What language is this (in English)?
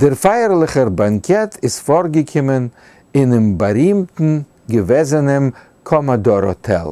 Yiddish